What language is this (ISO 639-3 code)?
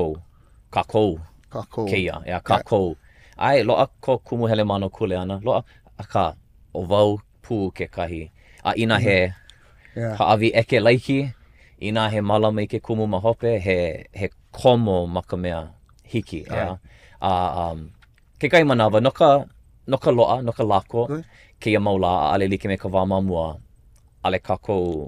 haw